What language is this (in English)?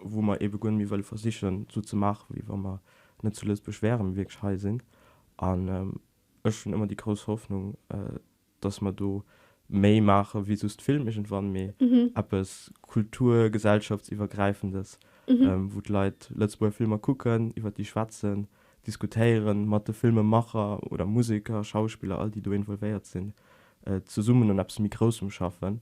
Luxembourgish